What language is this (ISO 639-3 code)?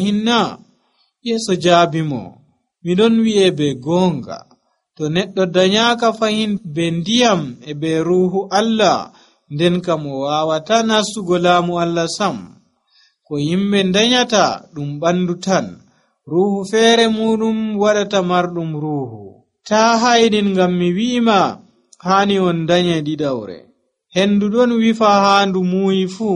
fuv